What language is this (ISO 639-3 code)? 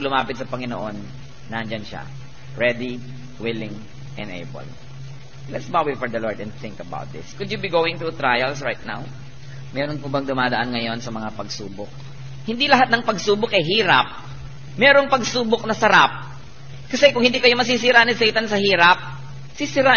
fil